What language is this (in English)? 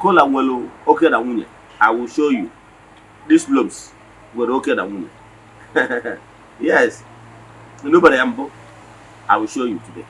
Igbo